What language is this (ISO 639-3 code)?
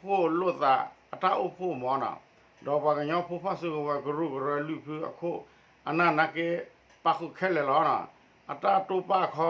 ksw